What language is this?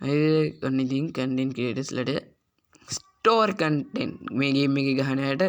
Sinhala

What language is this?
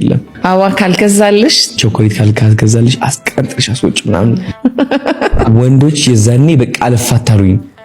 Amharic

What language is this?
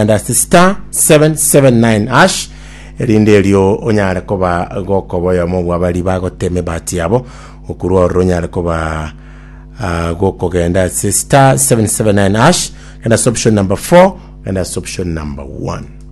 Gusii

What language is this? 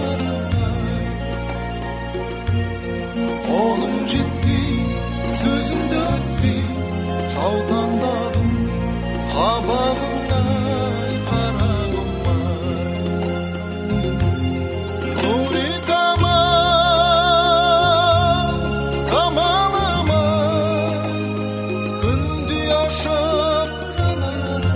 Kazakh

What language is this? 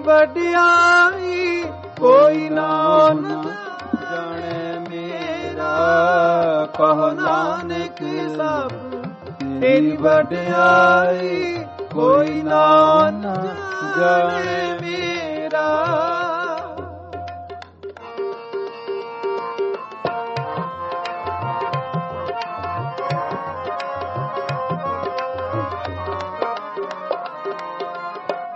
Punjabi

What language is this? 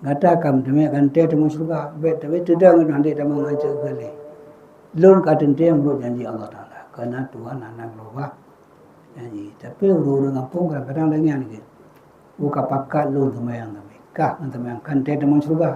Achinese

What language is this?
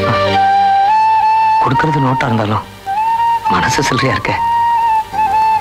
Tamil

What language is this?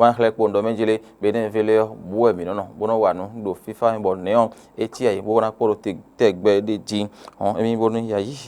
Fon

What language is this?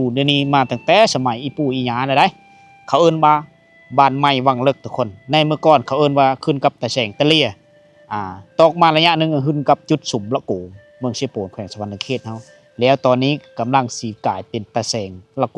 Lao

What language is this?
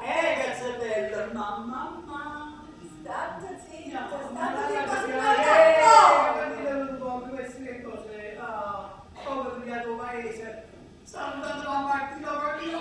Neapolitan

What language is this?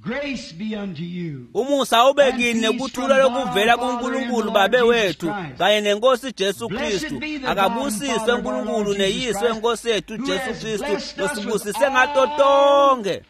Swati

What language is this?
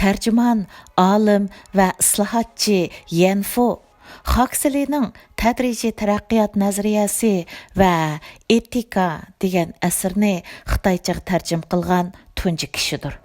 Uyghur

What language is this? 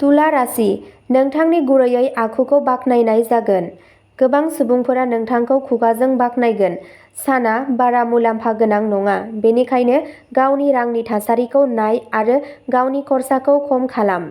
Bodo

